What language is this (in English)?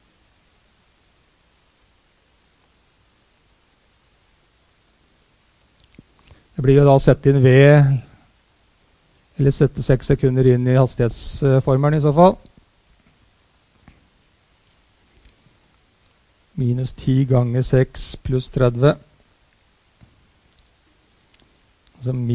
Norwegian